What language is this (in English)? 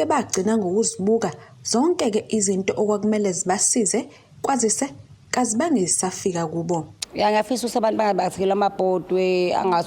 Zulu